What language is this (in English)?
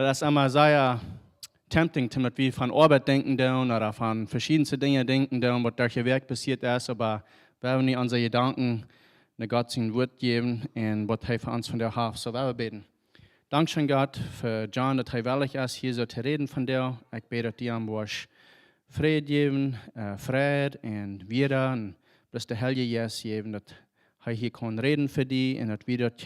Plautdietsch